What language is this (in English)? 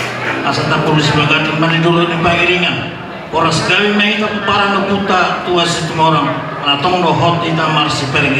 Batak Toba